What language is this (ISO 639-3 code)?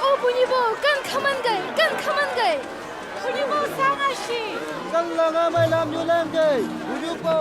nbc